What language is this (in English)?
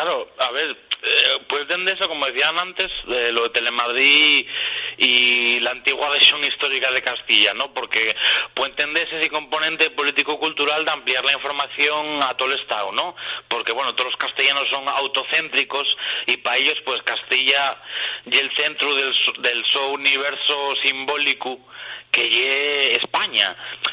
Asturian